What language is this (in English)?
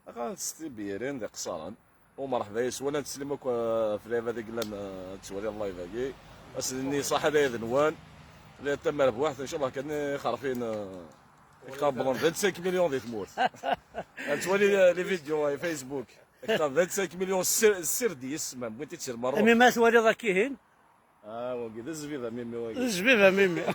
Kabyle